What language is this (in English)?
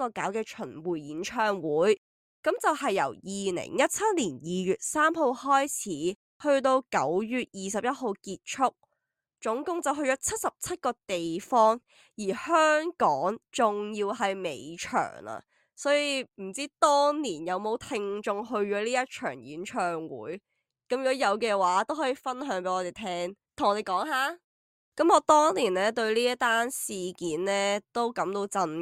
Cantonese